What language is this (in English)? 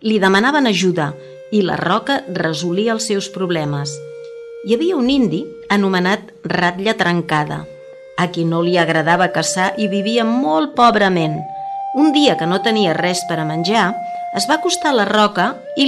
Catalan